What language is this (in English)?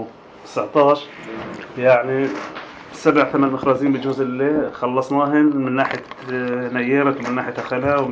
North Levantine Arabic